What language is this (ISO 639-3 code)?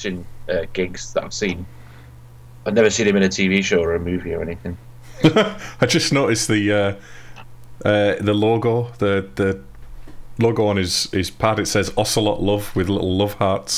eng